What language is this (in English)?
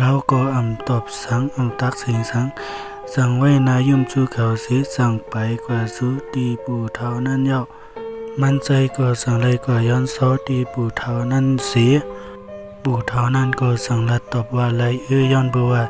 Shan